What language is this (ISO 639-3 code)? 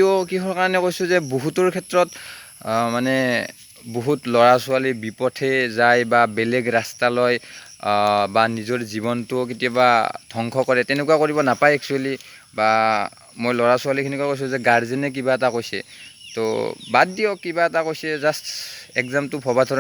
asm